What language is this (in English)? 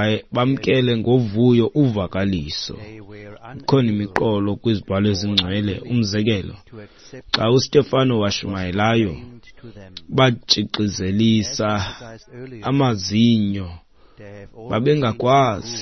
Xhosa